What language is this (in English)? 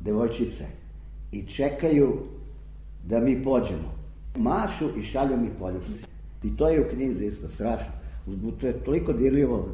Serbian